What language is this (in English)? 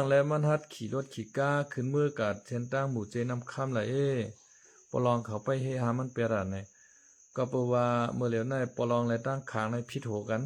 Shan